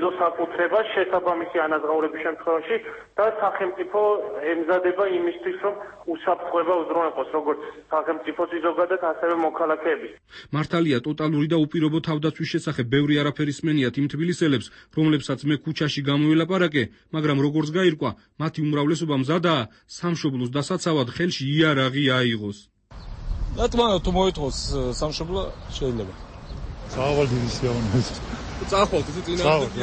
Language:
Georgian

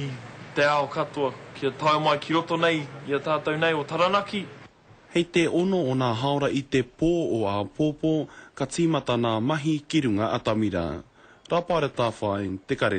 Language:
Māori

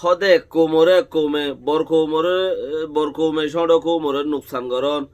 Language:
Rohingya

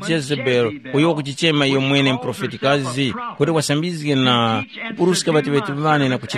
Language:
Tumbuka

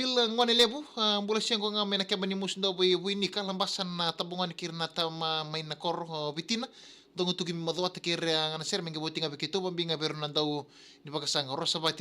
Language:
Fijian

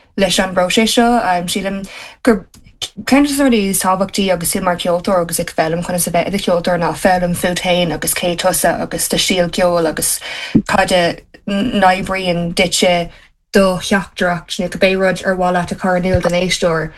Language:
Irish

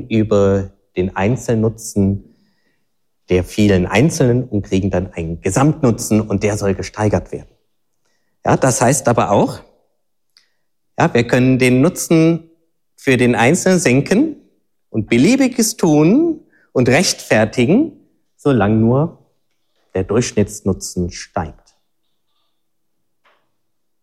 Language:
German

